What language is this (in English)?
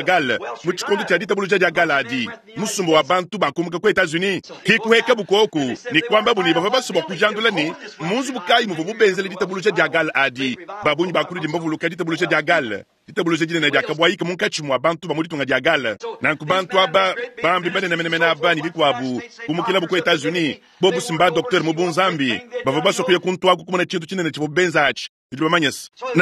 Luba-Lulua